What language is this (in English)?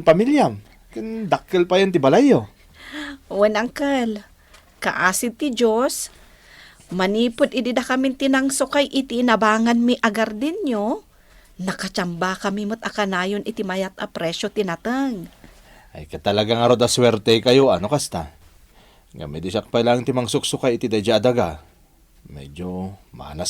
Iloko